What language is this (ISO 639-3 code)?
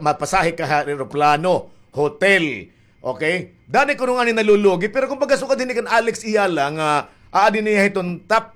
war